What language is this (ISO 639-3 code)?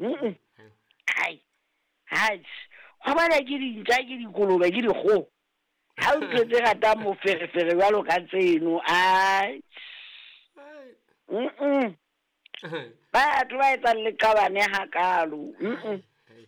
sot